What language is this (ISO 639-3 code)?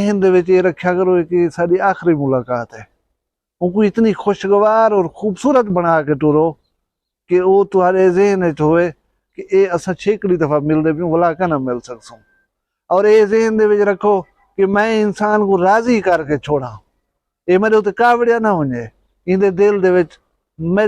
skr